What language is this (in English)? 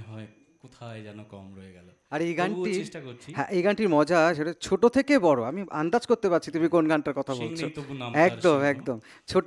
Bangla